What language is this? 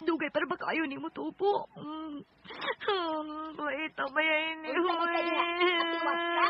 Cebuano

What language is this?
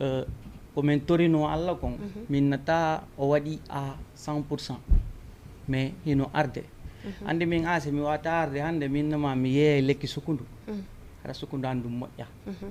Fula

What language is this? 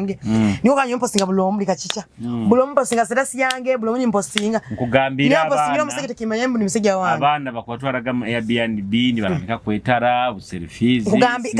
Nyoro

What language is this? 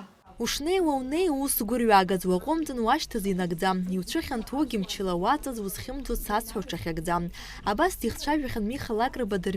Abkhazian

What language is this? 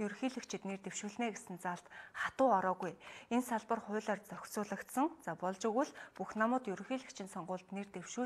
Mongolian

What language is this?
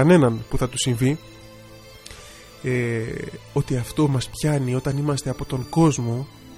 Greek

